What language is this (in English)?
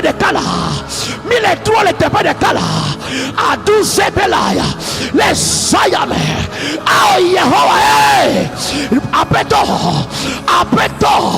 Ewe